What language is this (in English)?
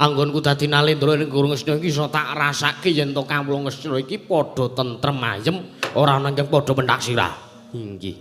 Javanese